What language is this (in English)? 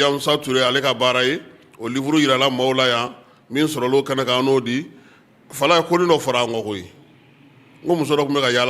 Bambara